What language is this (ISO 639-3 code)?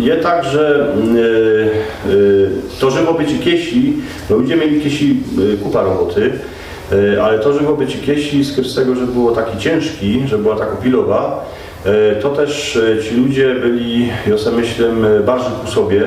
szl